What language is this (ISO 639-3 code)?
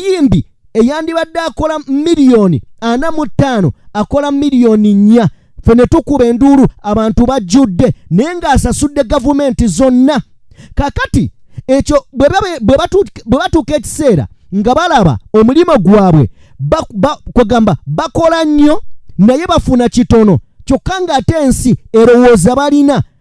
lug